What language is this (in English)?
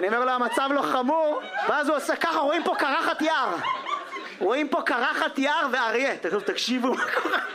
Hebrew